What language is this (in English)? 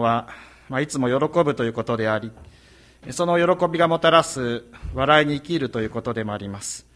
Japanese